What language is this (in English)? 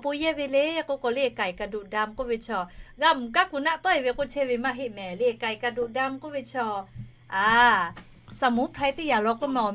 Lahu